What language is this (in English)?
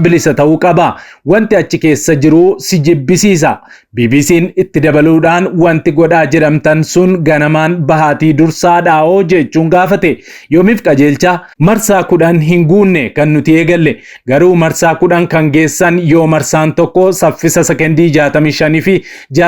Oromo